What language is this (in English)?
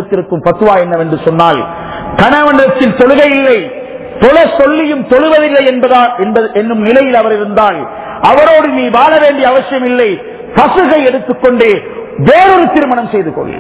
Tamil